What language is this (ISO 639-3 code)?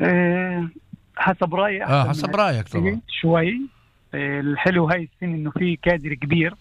apc